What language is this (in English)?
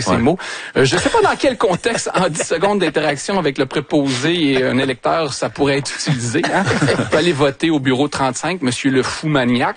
French